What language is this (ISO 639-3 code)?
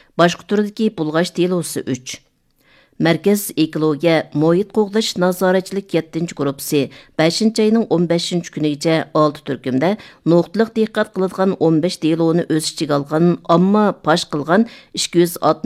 uig